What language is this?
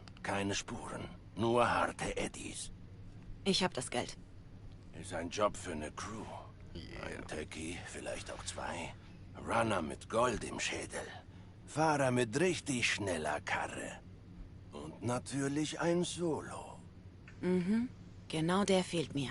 Swiss German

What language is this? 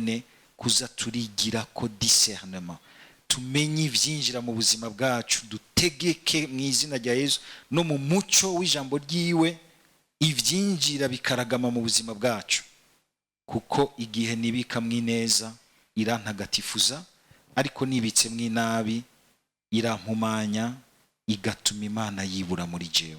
Rundi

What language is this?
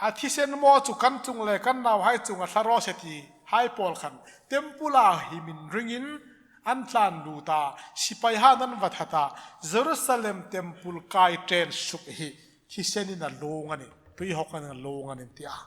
Hmar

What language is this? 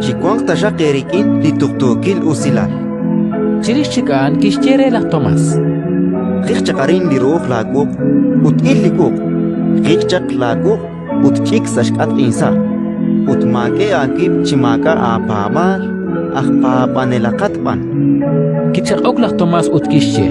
Kekchí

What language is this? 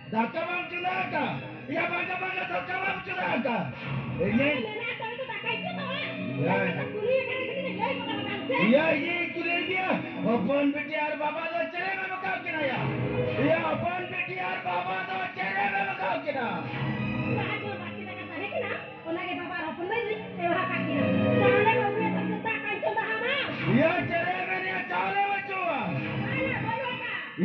Santali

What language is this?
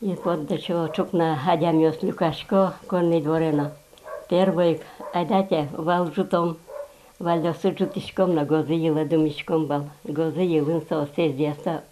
Udmurt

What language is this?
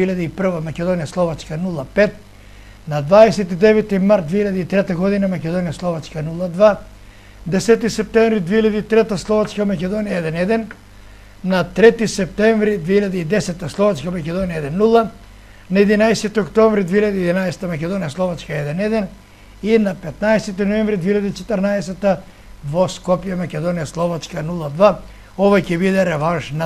Macedonian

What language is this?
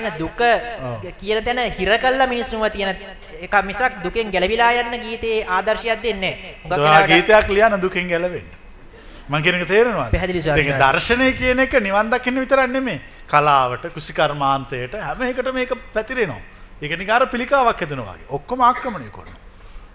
Sinhala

